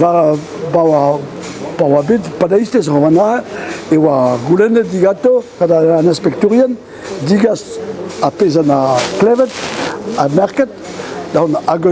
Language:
Breton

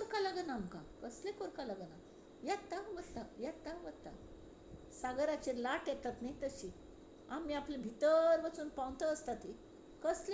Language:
Konkani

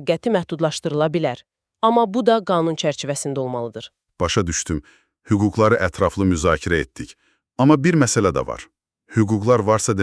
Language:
Azerbaijani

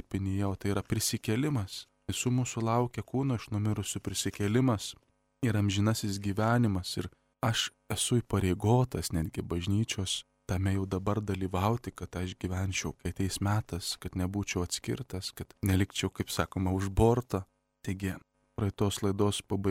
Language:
Lithuanian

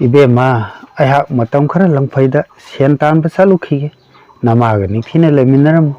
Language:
Manipuri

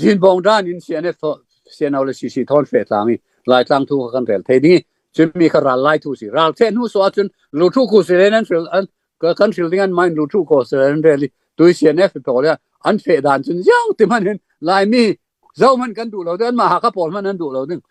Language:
Falam Chin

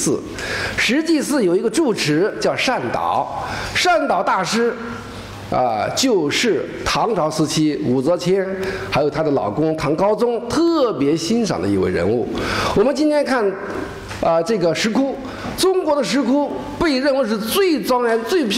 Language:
Chinese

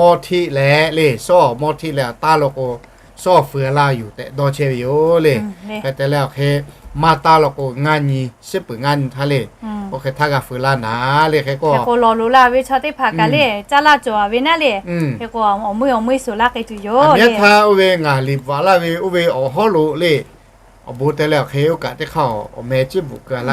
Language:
Lahu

